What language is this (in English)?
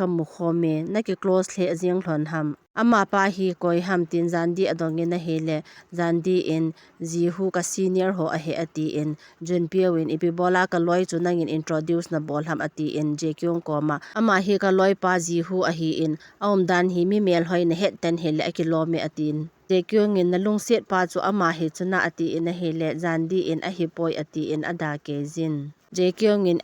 Thado Chin